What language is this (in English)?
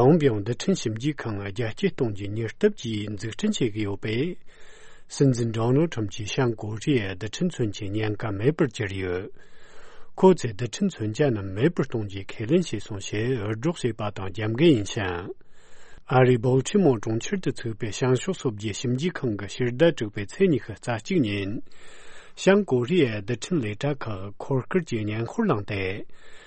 Tibetan